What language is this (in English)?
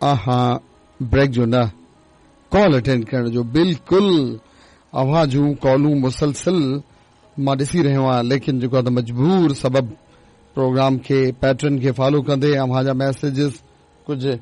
Sindhi